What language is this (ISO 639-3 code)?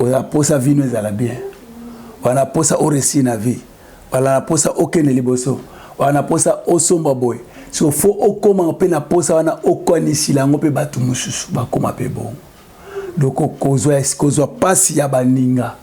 lin